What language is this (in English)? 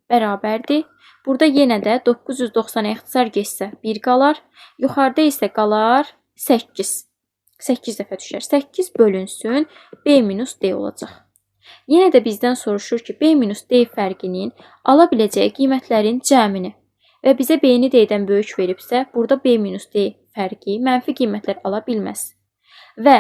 Azerbaijani